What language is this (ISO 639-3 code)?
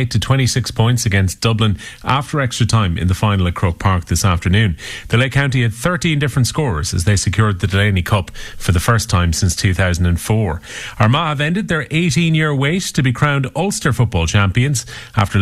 eng